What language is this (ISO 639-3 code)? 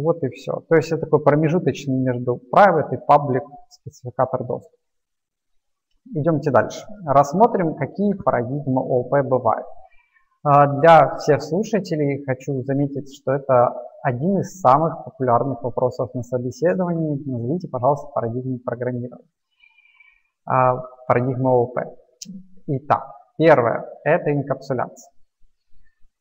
rus